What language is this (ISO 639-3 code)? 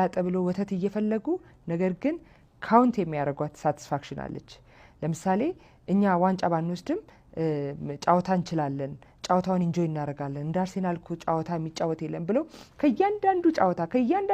amh